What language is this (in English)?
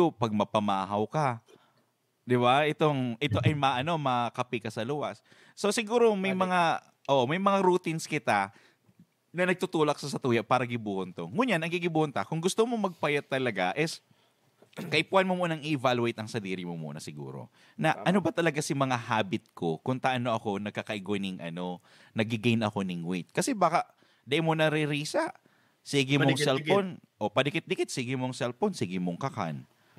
Bikol